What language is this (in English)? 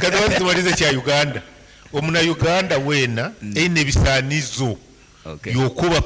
Nyankole